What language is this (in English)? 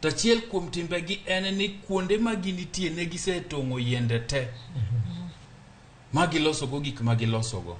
Luo (Kenya and Tanzania)